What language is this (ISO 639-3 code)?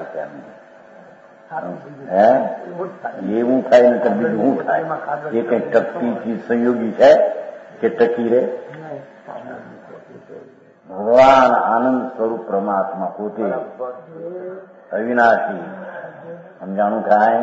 guj